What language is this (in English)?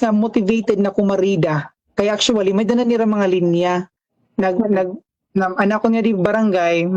Waray